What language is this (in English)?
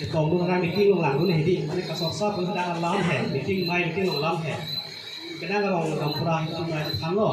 Karbi